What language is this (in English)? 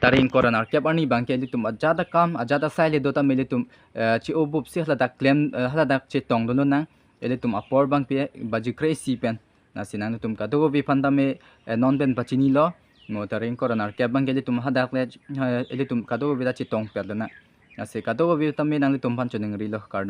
Karbi